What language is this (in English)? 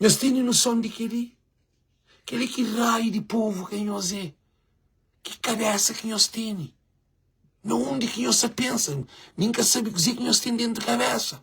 Kabuverdianu